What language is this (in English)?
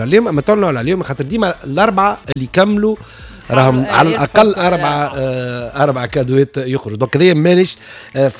Tunisian Arabic